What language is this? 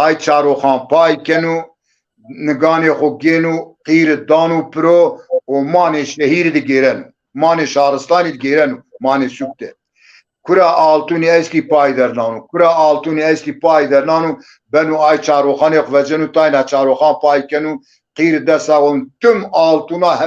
Zaza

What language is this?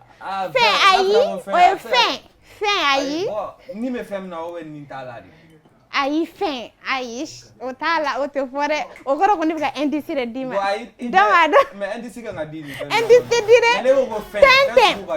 Bambara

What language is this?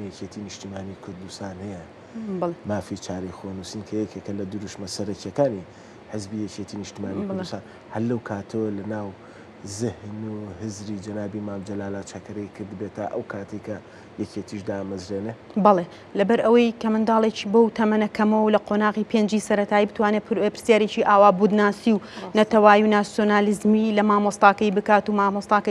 Central Kurdish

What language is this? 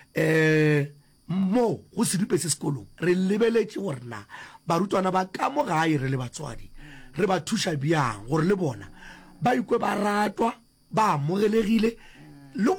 Northern Sotho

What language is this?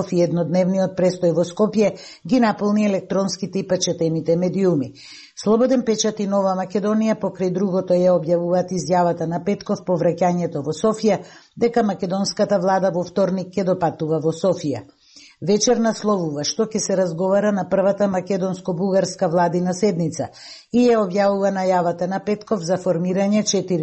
Macedonian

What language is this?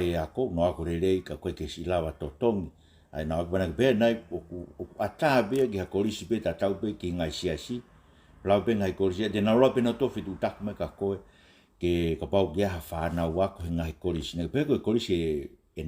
Tongan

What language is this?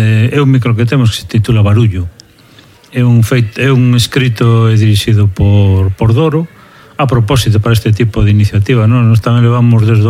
Galician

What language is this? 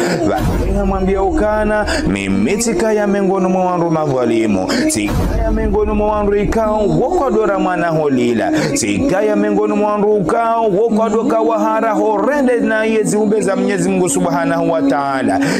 Ngazidja Comorian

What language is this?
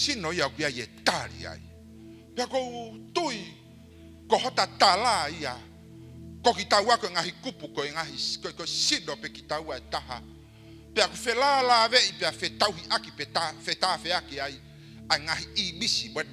Tongan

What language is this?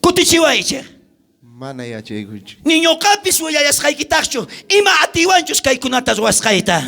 South Bolivian Quechua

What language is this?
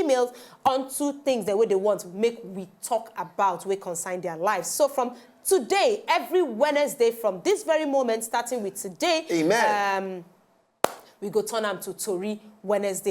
Nigerian Pidgin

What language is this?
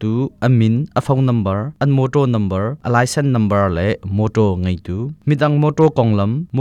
Hakha Chin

